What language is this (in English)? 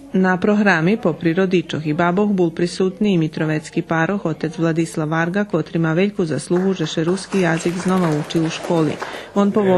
Rusyn